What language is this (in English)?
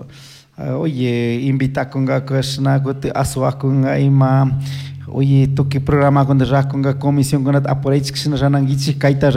Chimborazo Highland Quichua